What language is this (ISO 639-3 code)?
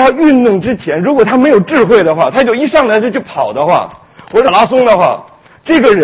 zho